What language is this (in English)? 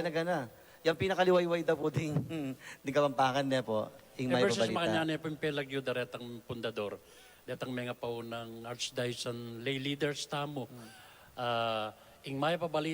Pampanga